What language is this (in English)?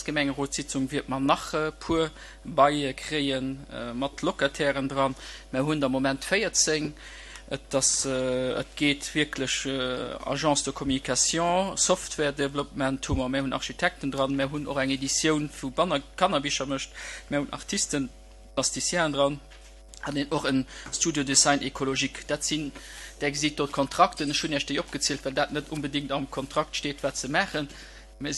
Luxembourgish